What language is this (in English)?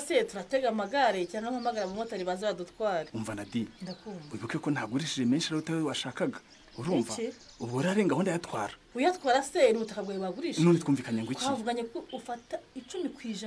Kinyarwanda